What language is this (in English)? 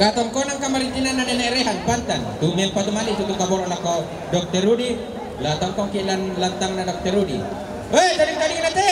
Toraja-Sa'dan